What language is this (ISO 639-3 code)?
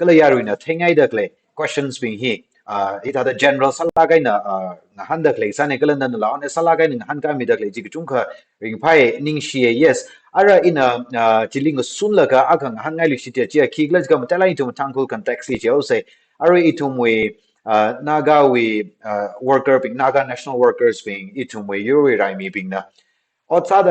nmf